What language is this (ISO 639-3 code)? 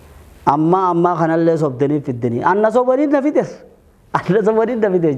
orm